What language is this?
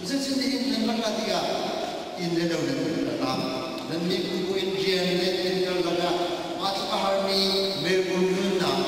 Hakha Chin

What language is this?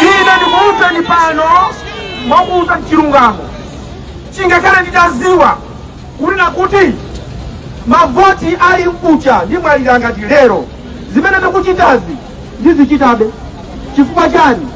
Nyanja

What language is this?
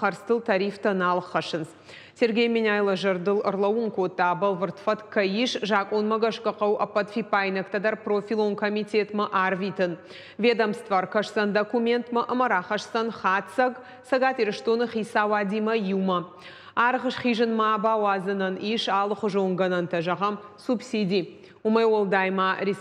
Ossetic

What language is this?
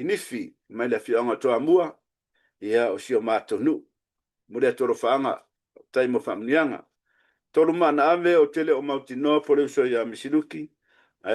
Samoan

